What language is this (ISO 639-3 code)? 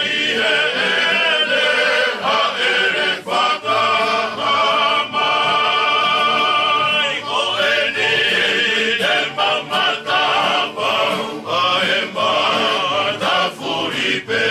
ton